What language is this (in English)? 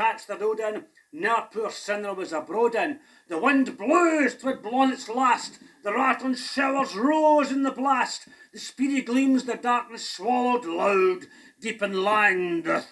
Scots